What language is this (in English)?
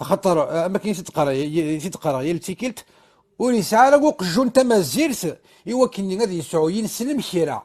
Kabyle